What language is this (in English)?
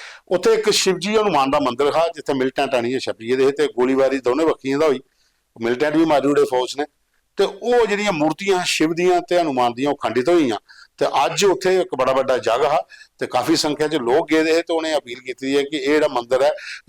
Dogri